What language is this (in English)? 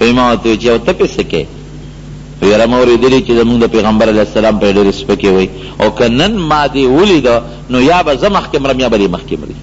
Pashto